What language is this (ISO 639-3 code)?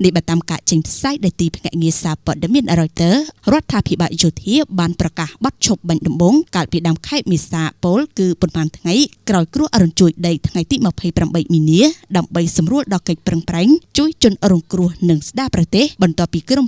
khm